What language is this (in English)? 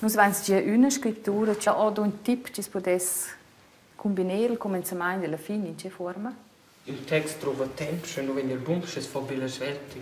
Romansh